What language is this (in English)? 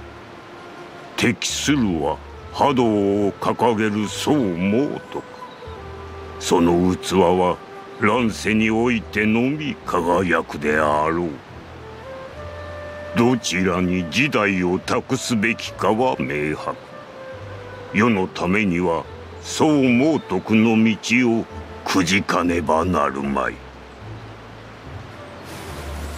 Japanese